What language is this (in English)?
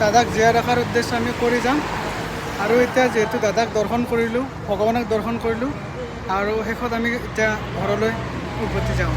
Assamese